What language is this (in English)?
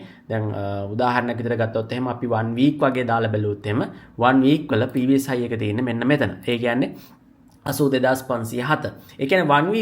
Sinhala